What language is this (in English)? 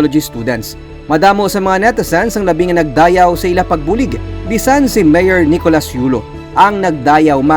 Hiligaynon